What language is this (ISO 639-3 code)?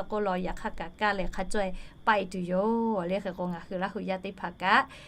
lhu